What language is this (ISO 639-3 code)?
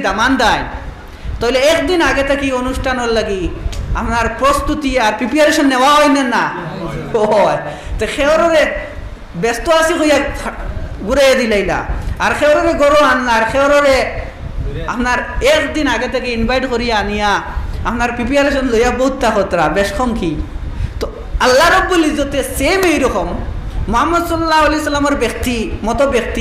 syl